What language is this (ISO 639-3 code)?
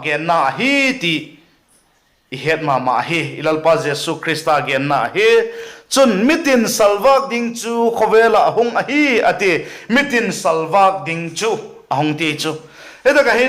vap